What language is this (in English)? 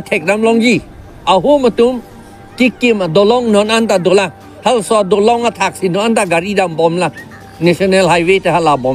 Karbi